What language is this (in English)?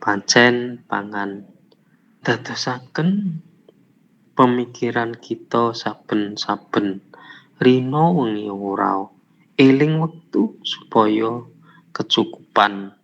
Javanese